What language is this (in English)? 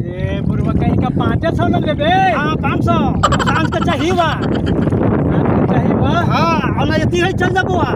Magahi